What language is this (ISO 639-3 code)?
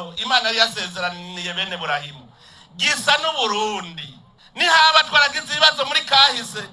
run